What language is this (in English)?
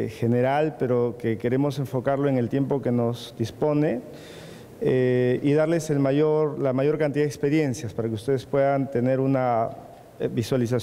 Spanish